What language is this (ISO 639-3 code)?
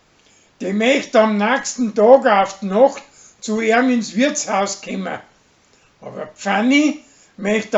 bar